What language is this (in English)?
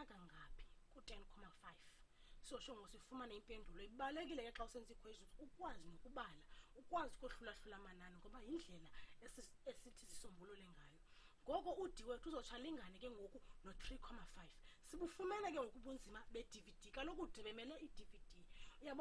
Xhosa